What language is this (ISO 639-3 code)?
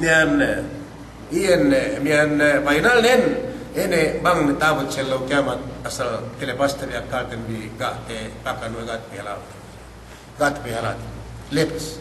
yka